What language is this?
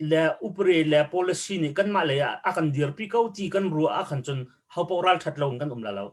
Hakha Chin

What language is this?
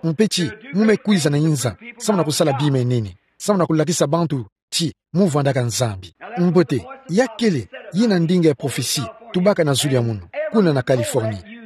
Kituba (Democratic Republic of Congo)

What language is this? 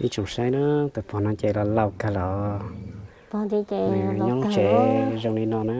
Hmong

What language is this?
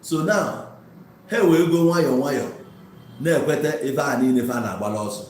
Igbo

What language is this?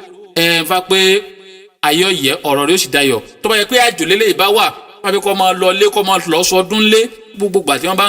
Yoruba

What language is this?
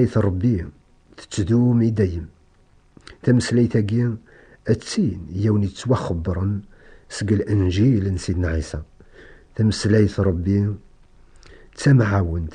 Kabyle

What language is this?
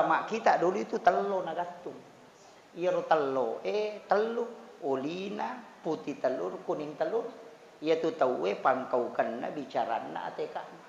Buginese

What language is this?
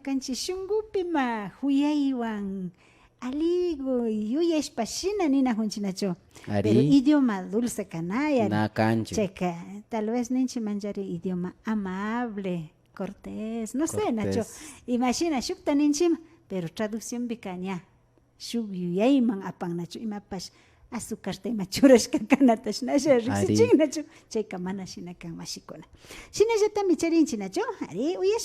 Imbabura Highland Quichua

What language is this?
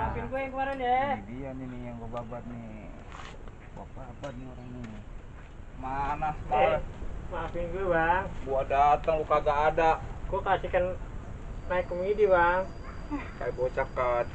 Betawi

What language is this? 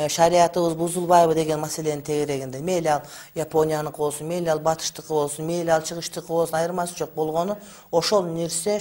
Kyrgyz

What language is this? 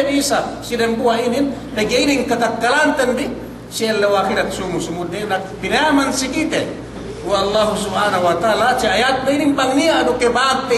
Yakan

